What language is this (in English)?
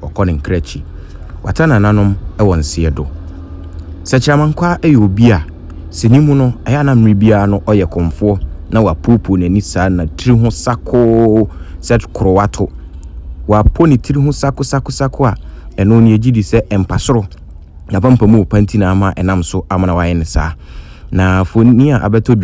Akan